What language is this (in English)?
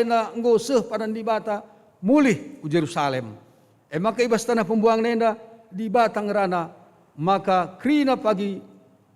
Batak Karo